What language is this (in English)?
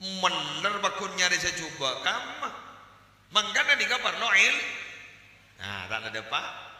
Madurese